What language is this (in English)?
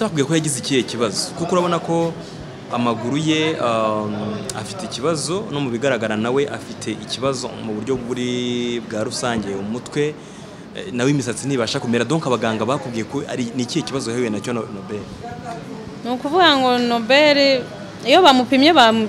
Kinyarwanda